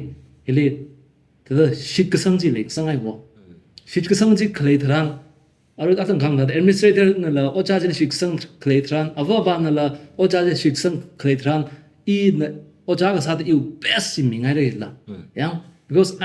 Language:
Tangkhul Naga (India)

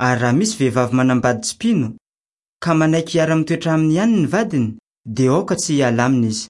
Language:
Malagasy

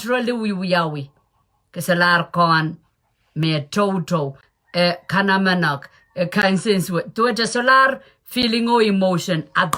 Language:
Pohnpeian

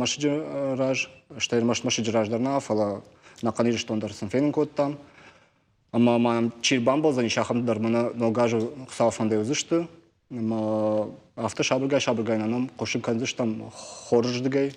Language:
Ossetic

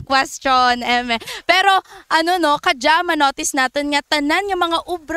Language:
Kinaray-a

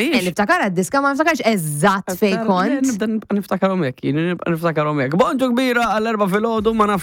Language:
Maltese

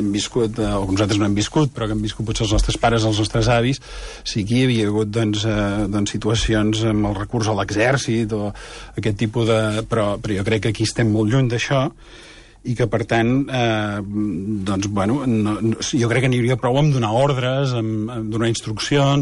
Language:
Catalan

